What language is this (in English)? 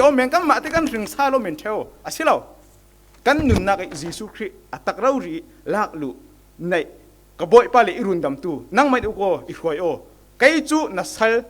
Falam Chin